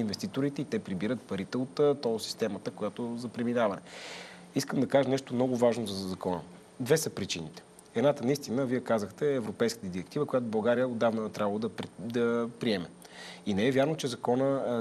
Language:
Bulgarian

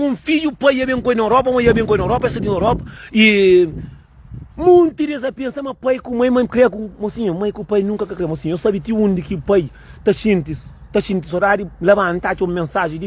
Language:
Kabuverdianu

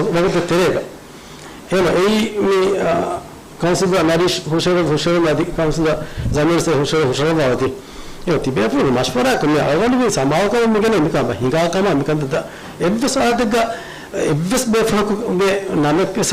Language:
Divehi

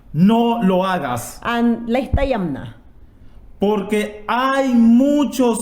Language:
Mayangna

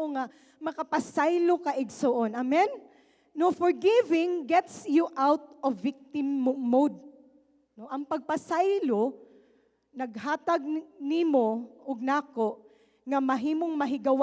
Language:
Cebuano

